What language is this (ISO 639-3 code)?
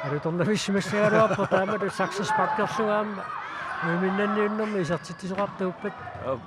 kal